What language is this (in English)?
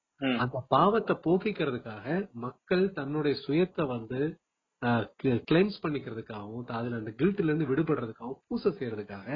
Tamil